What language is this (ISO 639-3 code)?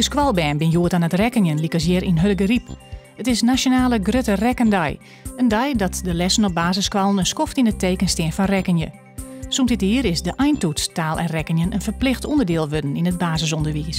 fry